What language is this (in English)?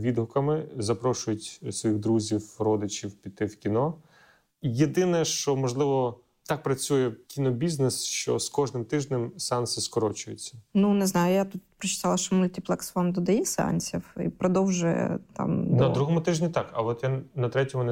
Ukrainian